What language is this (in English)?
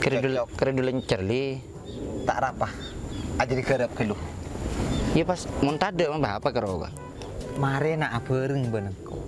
Madurese